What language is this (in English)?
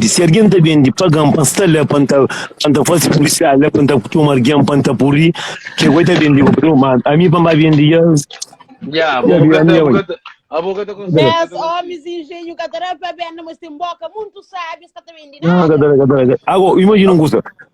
Kabuverdianu